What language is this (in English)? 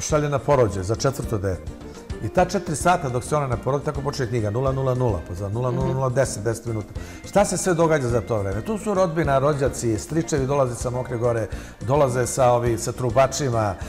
Serbian